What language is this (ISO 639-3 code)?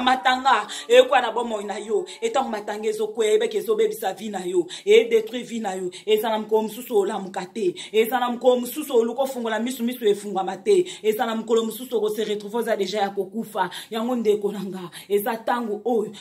lin